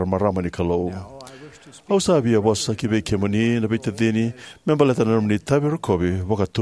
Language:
Fijian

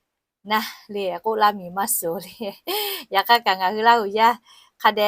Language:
Lahu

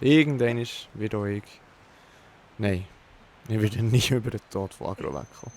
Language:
Swiss German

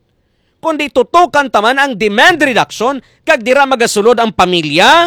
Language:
Hiligaynon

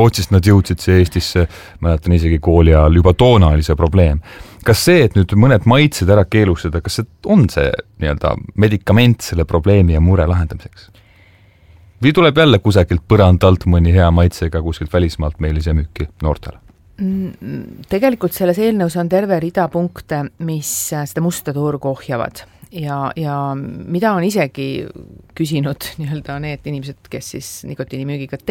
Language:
Estonian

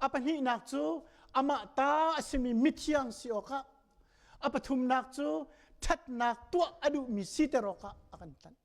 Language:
Hakha Chin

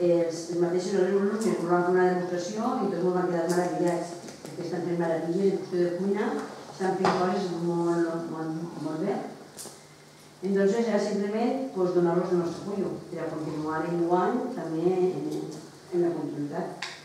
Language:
Catalan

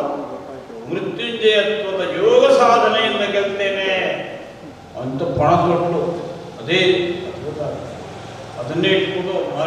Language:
Kannada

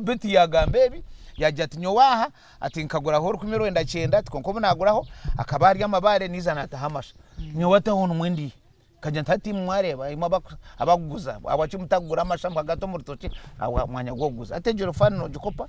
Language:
Nyankole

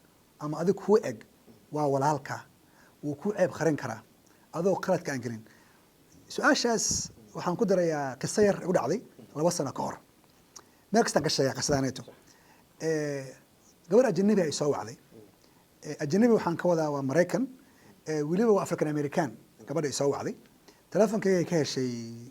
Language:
Somali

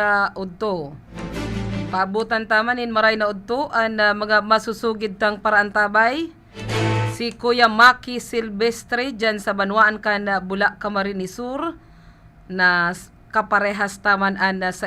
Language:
Bikol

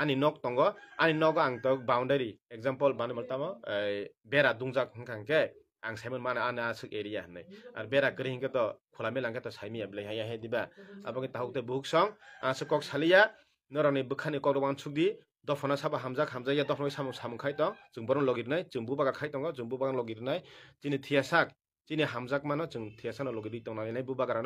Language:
Kok Borok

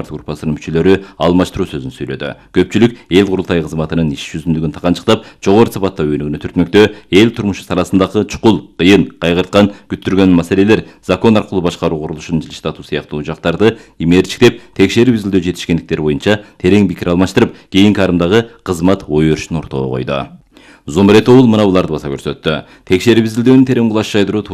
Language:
Kyrgyz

